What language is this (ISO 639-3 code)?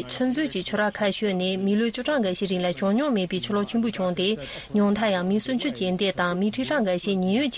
bod